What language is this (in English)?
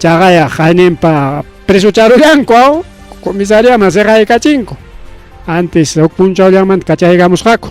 Ayacucho Quechua